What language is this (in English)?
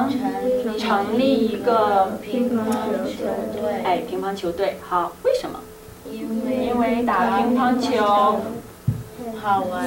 Chinese